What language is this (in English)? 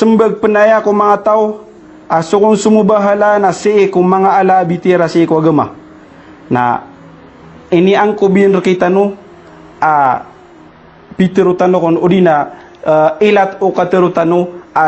Maranao